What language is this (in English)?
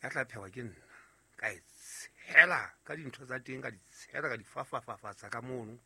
Southern Sotho